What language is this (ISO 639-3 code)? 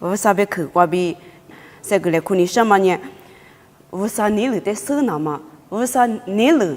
lis